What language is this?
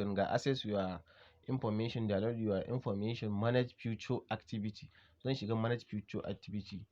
Hausa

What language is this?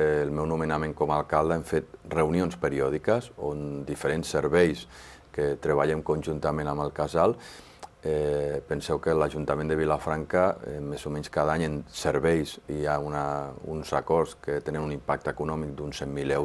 Catalan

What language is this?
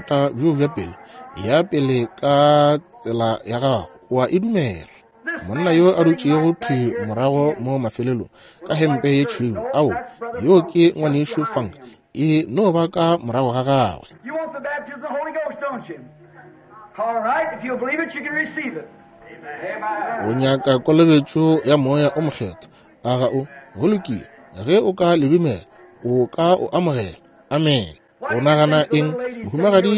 Northern Sotho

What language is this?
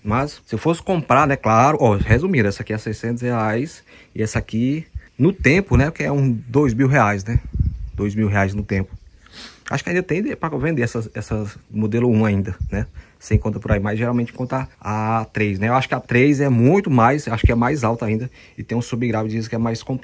Portuguese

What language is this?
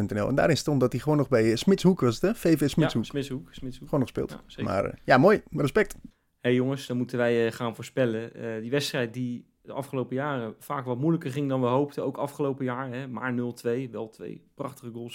Dutch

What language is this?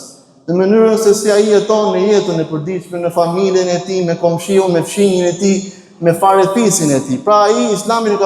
Albanian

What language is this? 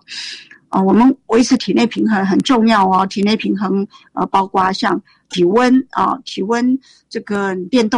Chinese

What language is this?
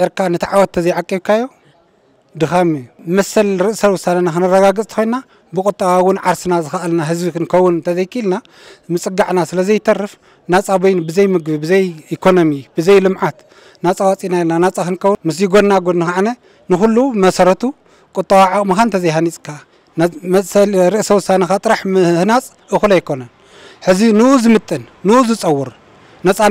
Tigrinya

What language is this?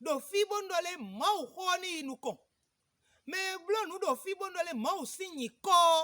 Fon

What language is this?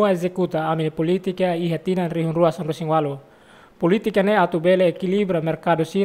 Tetum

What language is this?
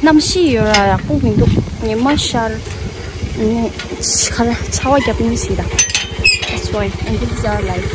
Tibetan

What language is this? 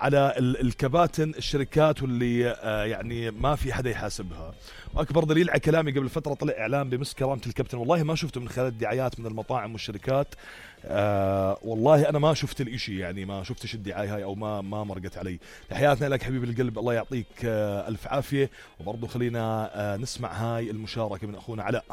North Levantine Arabic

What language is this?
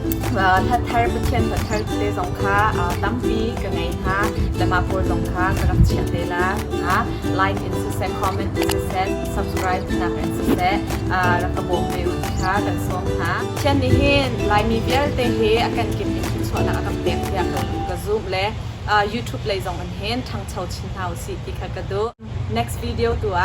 Hakha Chin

